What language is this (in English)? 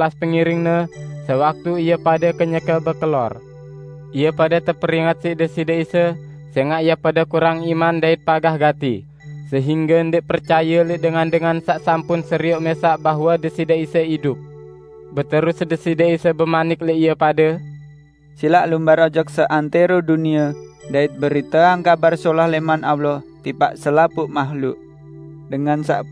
Sasak